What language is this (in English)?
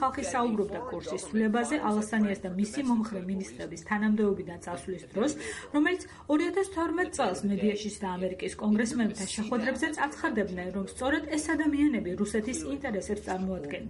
Georgian